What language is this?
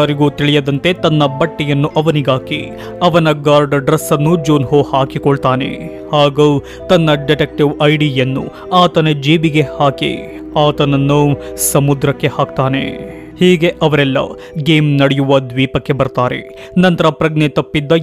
Kannada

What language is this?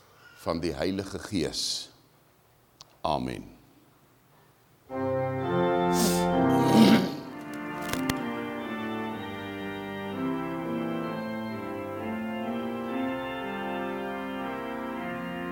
Afrikaans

